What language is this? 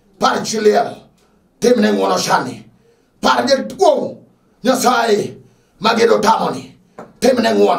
Luo (Kenya and Tanzania)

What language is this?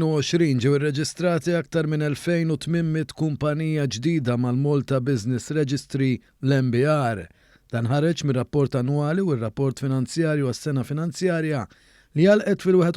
Maltese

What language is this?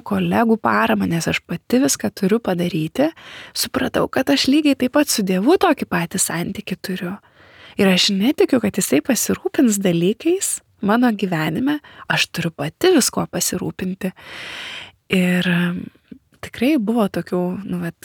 Lithuanian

